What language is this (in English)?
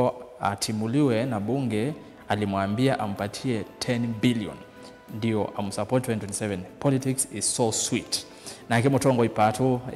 Kamba